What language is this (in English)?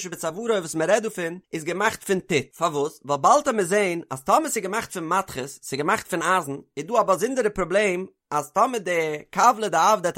Yiddish